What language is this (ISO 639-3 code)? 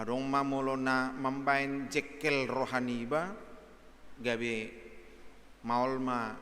bbc